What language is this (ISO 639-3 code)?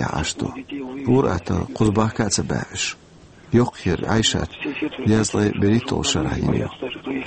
che